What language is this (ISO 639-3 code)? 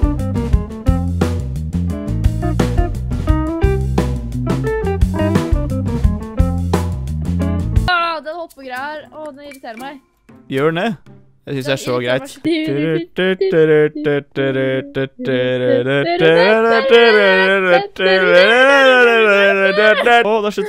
nor